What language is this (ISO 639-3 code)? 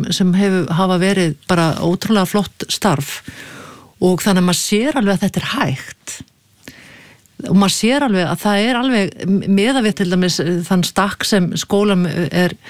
isl